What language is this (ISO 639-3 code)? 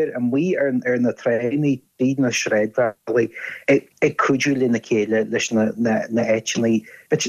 gle